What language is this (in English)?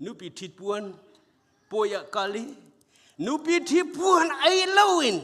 Hakha Chin